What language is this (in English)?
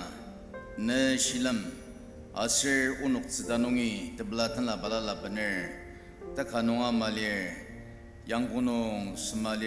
Ao Naga